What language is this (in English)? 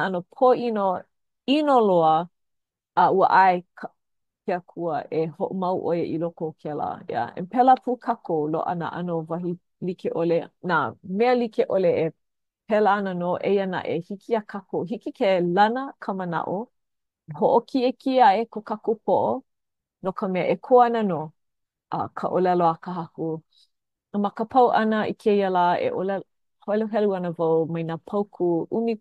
Hawaiian